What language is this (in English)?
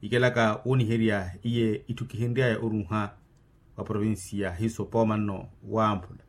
Makhuwa